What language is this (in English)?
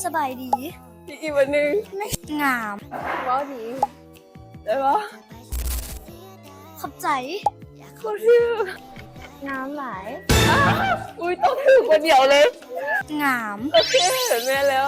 Lao